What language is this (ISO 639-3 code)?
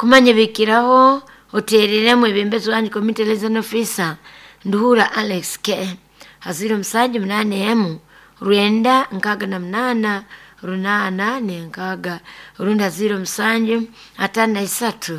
nyo